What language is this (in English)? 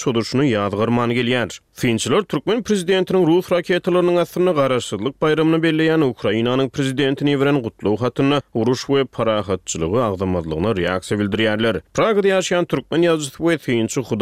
Turkmen